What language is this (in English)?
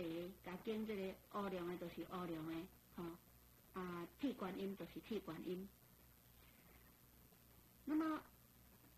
Min Nan Chinese